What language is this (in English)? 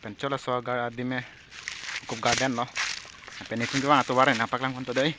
Karbi